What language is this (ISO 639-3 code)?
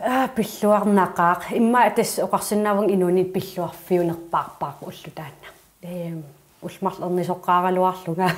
kal